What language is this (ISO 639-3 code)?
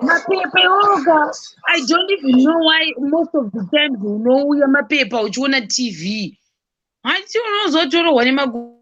sna